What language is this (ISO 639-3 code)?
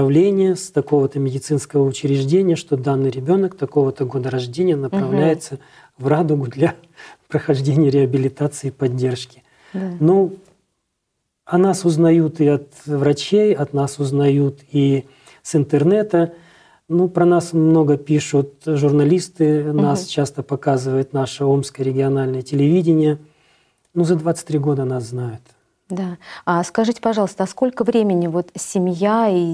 rus